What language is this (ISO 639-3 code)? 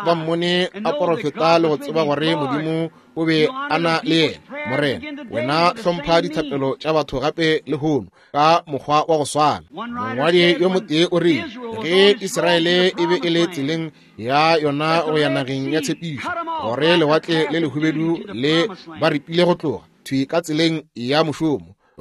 nso